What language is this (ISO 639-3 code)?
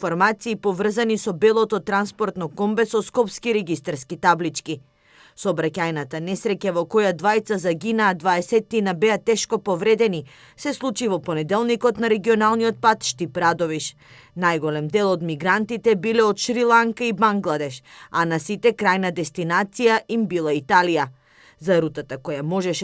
mkd